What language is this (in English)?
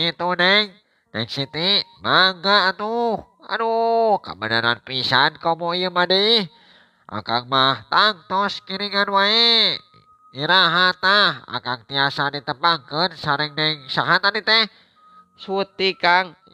Sundanese